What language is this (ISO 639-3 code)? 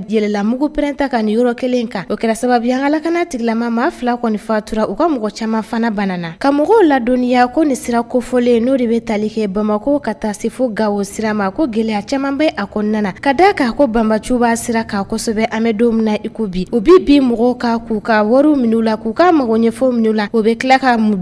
bam